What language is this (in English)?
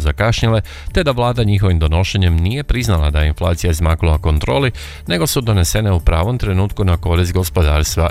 Croatian